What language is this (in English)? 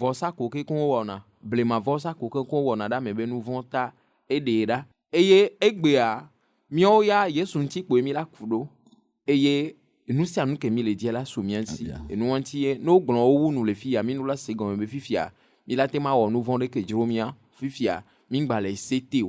Ewe